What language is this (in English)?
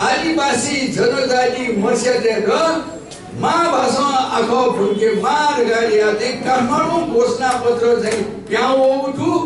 Newari